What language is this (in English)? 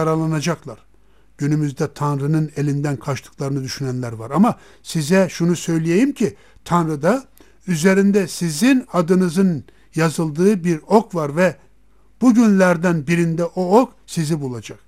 Turkish